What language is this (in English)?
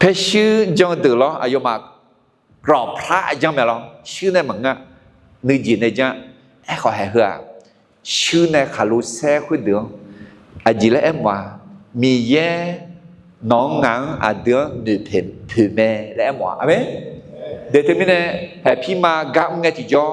Akha